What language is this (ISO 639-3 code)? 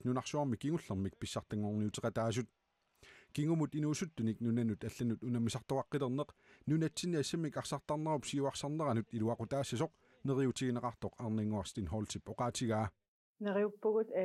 kal